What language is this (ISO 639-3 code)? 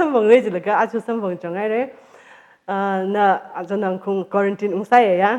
nmf